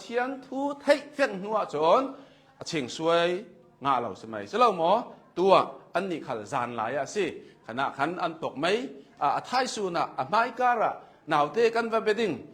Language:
Hakha Chin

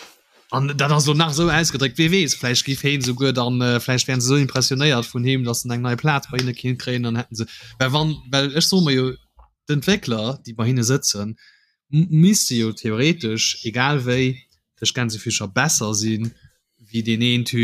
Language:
Luxembourgish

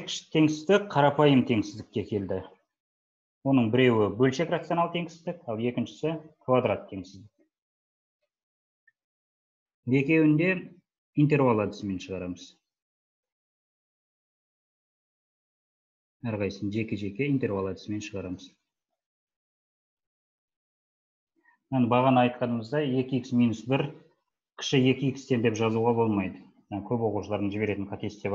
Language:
Kazakh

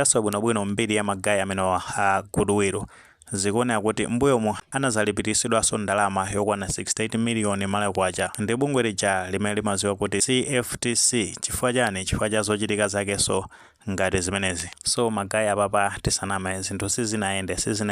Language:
Nyanja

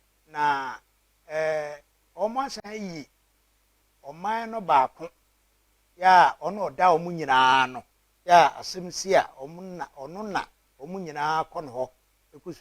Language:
Akan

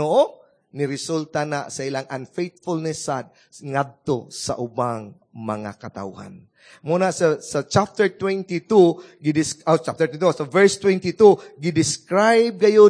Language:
Cebuano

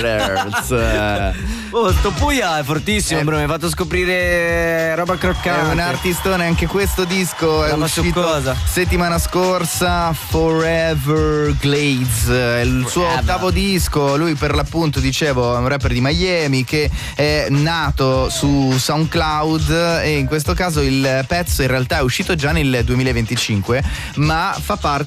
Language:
Italian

